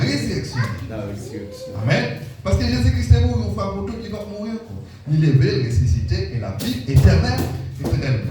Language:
Haitian Creole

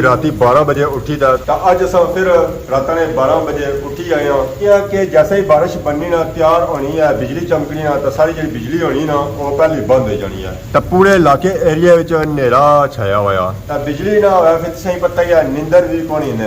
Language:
Pahari-Potwari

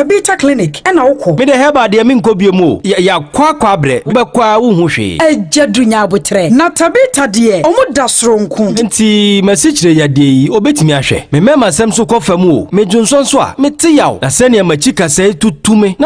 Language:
Akan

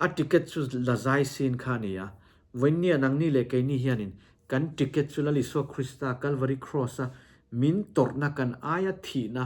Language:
Mizo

